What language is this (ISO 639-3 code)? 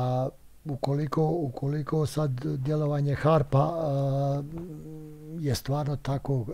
bos